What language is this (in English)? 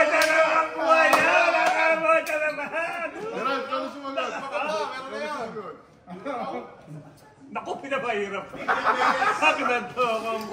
Filipino